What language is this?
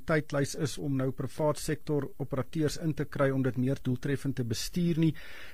Afrikaans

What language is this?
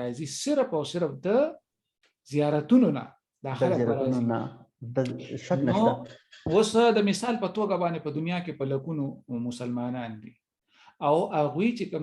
Pashto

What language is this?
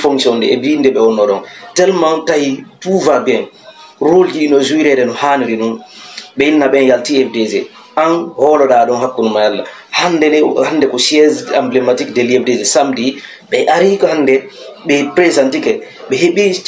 Fula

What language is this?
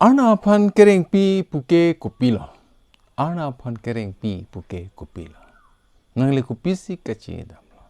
Karbi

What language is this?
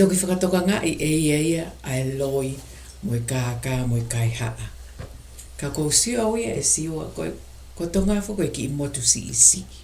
Tongan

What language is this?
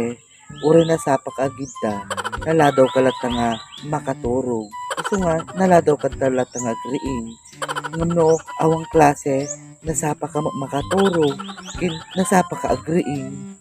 Iloko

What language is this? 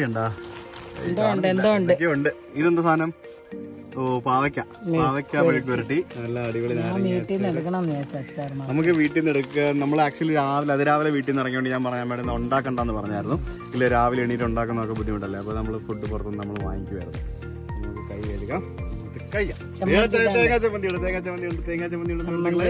Malayalam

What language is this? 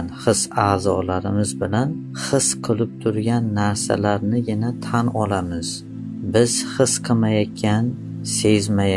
Uzbek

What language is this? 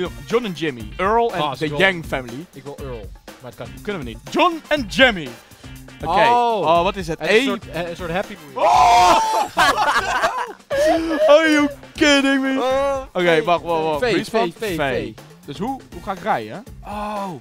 Dutch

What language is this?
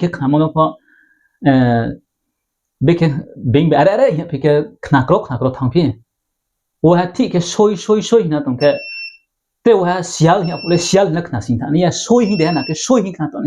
Riang (India)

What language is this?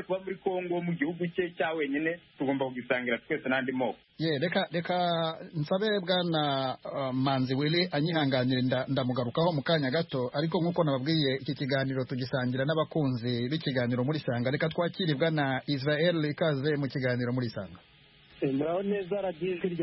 Kinyarwanda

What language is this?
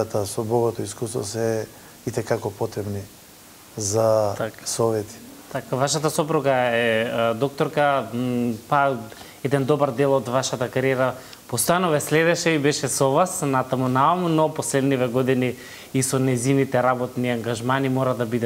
Macedonian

